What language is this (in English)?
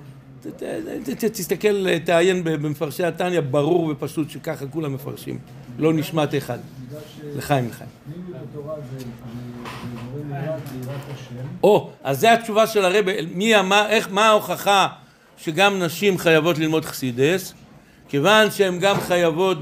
Hebrew